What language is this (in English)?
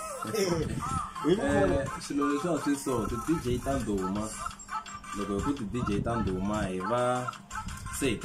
Tsonga